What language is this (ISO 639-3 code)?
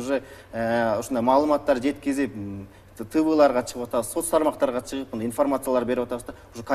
kir